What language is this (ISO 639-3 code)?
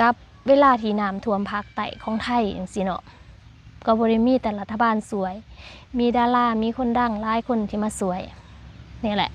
lao